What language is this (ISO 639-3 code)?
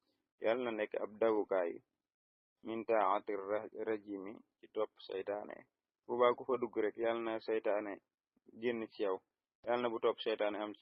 wol